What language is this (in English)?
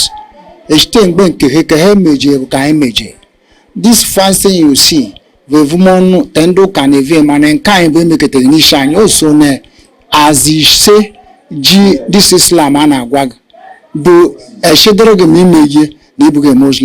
Igbo